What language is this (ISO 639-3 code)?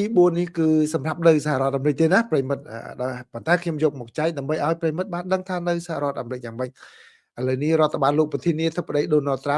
khm